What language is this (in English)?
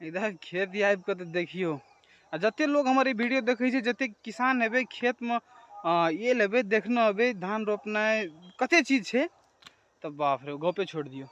Maithili